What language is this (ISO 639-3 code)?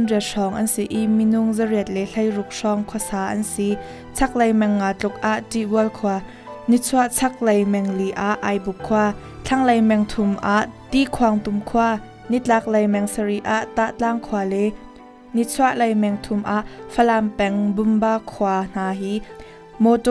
cnh